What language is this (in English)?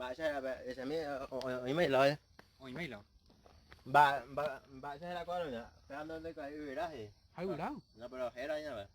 Guarani